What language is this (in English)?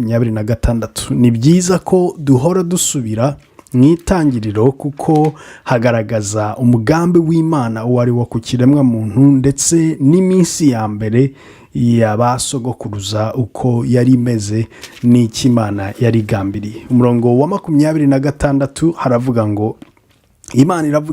Kinyarwanda